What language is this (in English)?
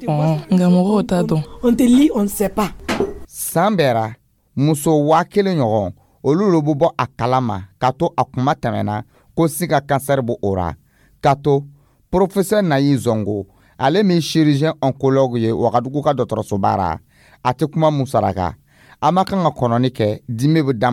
Dyula